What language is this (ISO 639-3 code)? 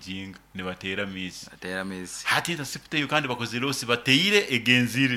nyo